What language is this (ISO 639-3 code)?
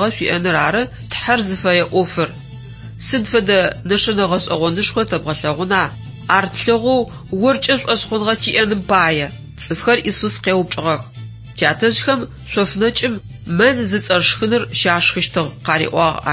ady